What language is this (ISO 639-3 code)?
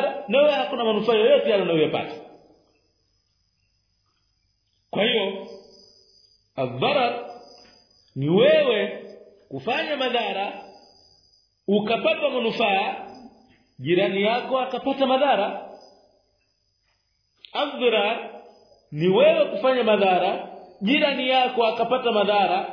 swa